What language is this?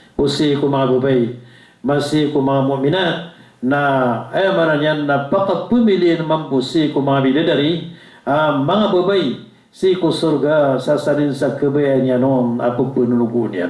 Maranao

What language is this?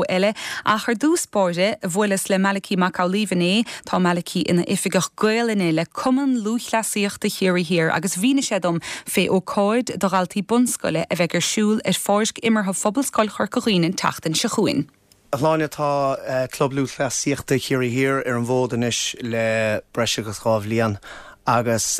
Irish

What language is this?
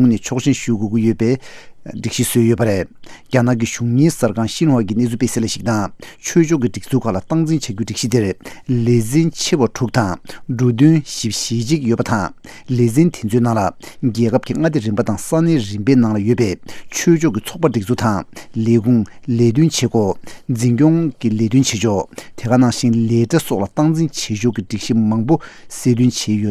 Tibetan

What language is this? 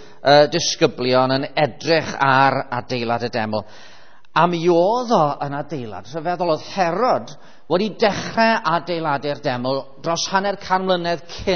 Welsh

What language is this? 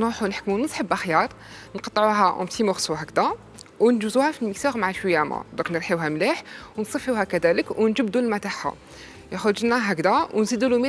Algerian Arabic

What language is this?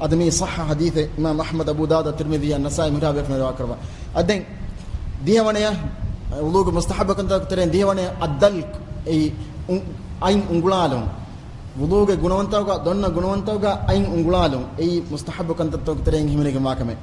Divehi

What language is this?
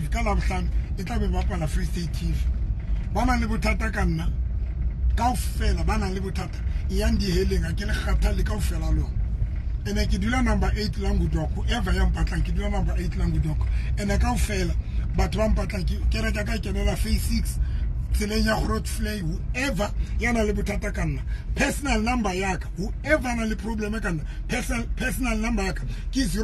Tswana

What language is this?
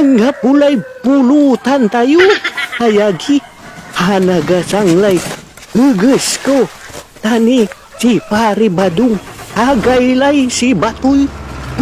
Pangasinan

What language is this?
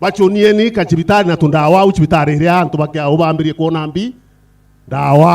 Meru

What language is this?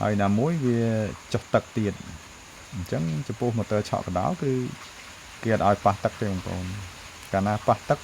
Khmer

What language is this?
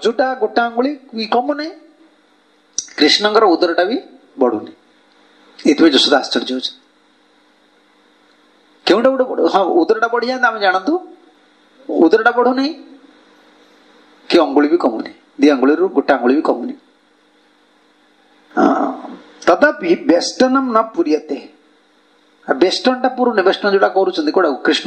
Odia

